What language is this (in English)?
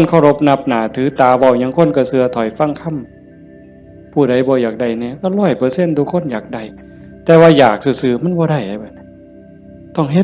Northeastern Thai